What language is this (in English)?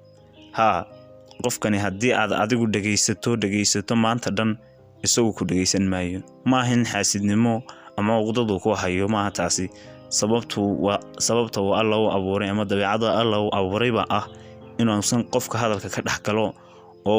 Somali